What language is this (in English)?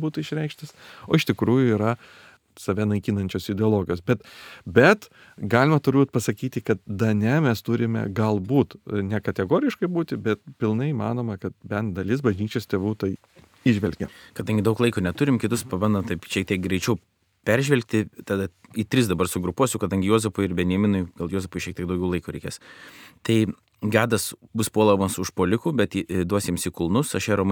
Lithuanian